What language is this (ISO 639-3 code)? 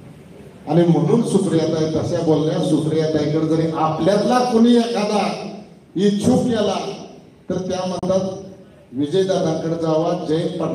mar